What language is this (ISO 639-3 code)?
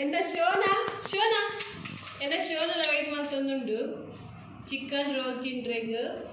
tcy